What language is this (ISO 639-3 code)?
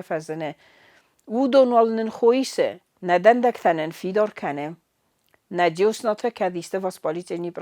oss